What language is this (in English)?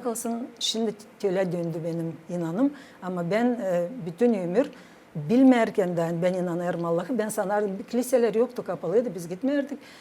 Gagauz